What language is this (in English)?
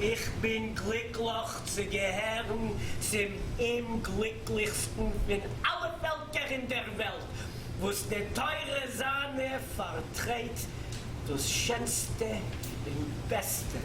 Yiddish